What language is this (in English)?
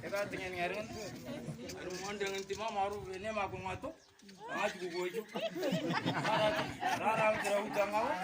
Moro